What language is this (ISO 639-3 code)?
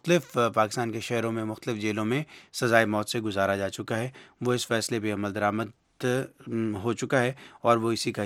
urd